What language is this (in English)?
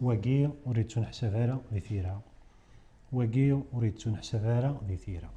Kabyle